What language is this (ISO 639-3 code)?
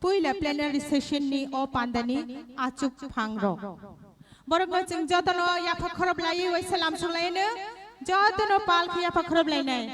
trp